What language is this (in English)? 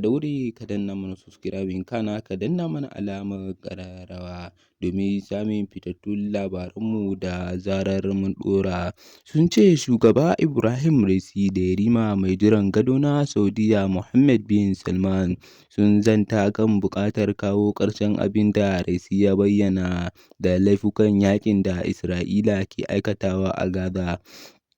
Hausa